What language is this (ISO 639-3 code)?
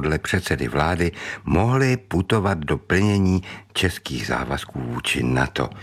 ces